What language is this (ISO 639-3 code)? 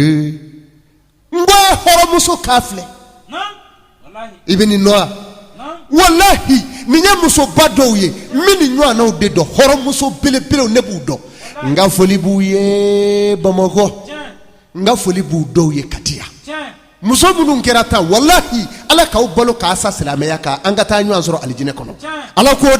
bam